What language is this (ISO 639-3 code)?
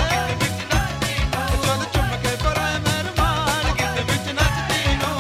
pan